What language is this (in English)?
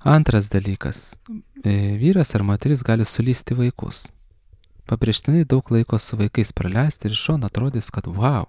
Lithuanian